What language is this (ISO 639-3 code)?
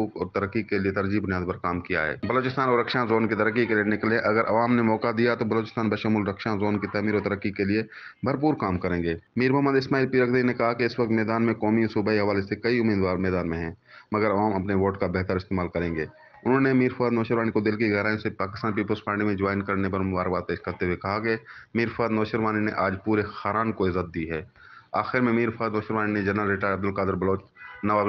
urd